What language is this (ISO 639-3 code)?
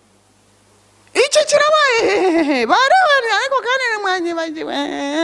kin